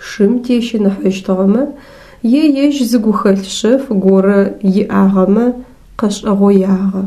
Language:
Adyghe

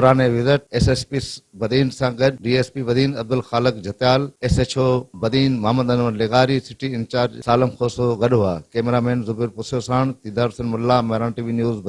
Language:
Sindhi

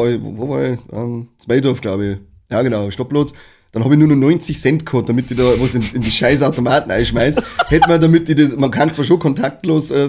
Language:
Bavarian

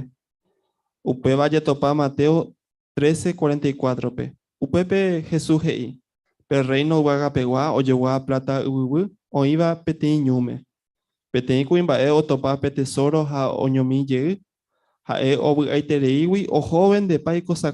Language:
Guarani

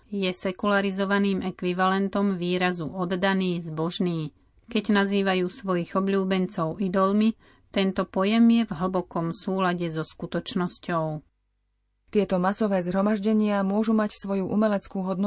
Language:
Slovak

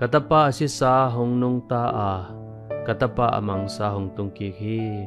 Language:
Tedim Chin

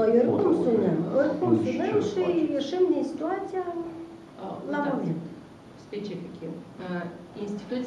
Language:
Romanian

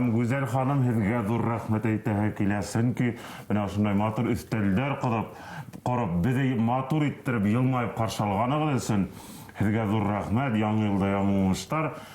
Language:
Bashkir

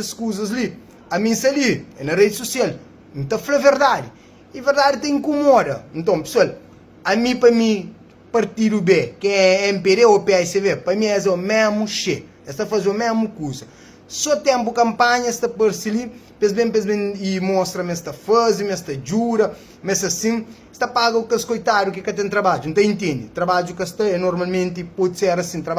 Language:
Kabuverdianu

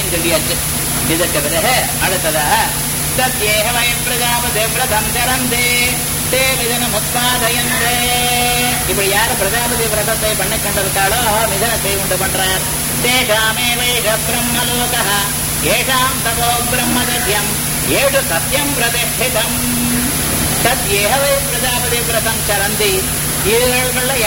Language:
Tamil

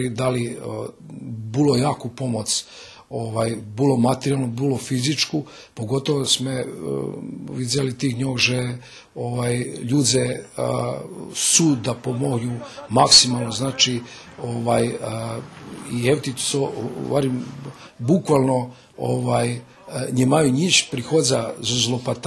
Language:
Rusyn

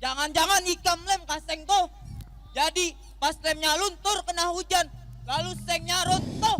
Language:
Banjar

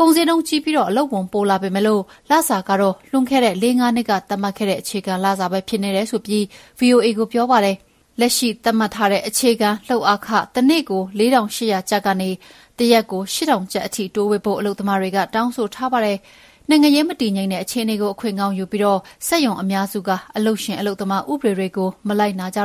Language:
Burmese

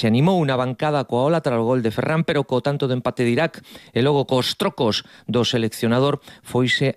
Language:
Galician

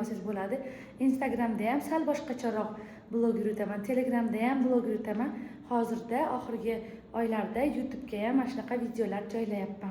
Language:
Uzbek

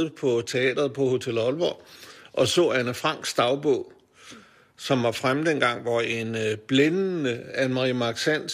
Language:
Danish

